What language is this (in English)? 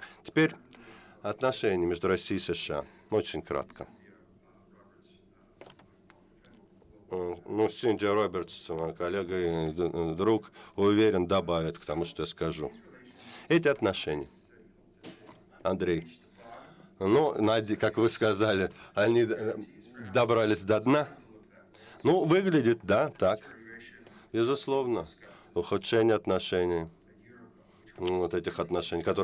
Russian